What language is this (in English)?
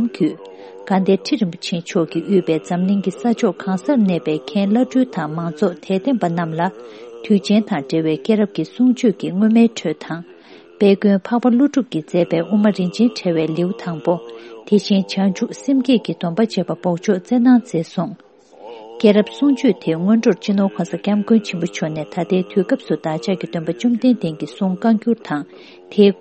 Tibetan